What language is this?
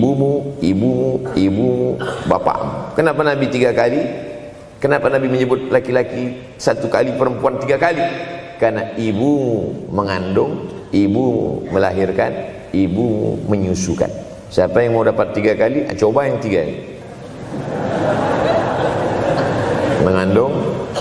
Indonesian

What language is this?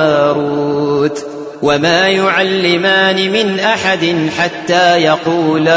Arabic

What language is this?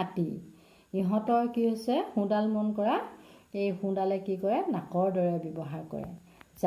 Assamese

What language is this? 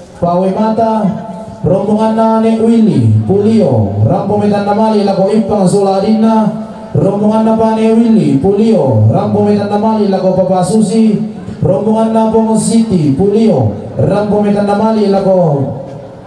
Toraja-Sa'dan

